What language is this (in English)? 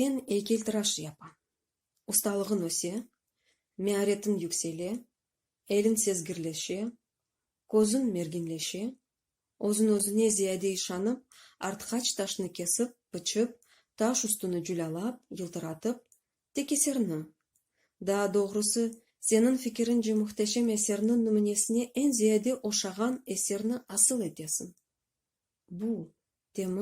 Crimean Tatar